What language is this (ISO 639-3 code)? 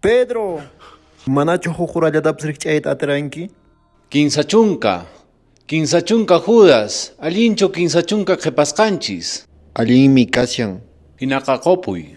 que